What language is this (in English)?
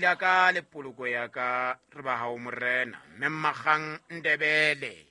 Southern Sotho